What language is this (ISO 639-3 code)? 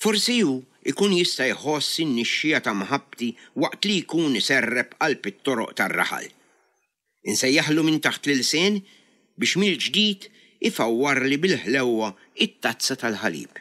mlt